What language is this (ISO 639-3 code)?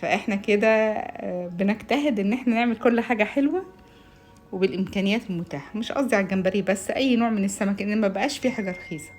arz